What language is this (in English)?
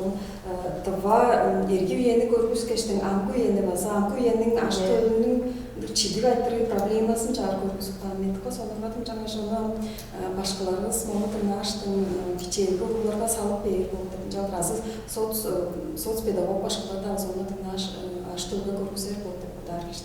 Tuvinian